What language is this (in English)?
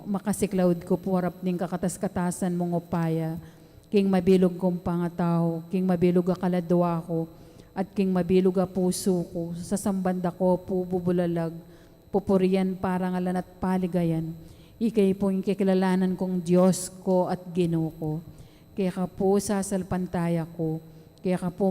Pampanga